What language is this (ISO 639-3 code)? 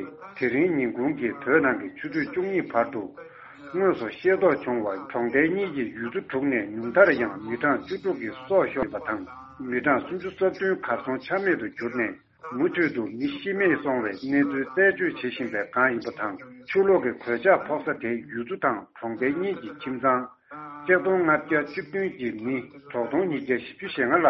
bod